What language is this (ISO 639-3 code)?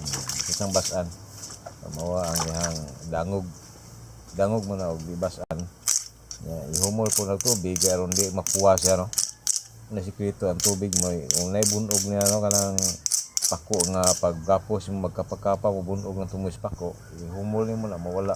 ceb